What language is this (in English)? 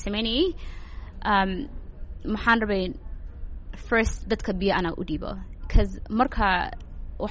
Somali